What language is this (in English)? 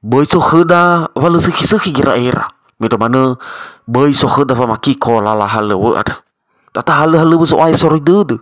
Nias